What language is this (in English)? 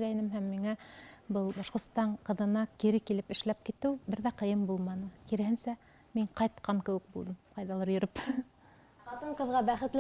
Bashkir